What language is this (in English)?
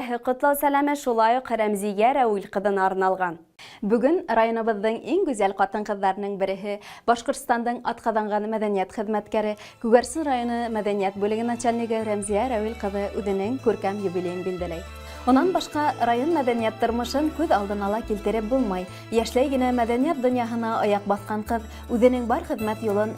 Bashkir